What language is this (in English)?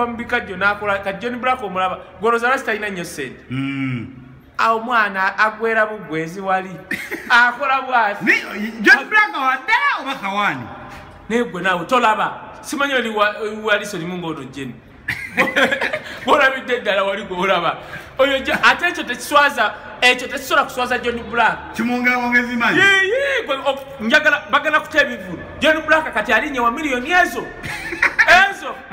Ganda